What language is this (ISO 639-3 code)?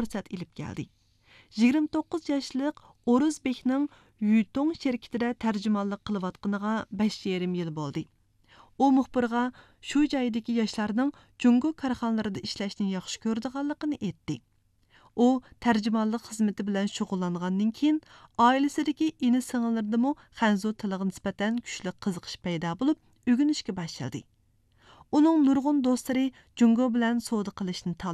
uig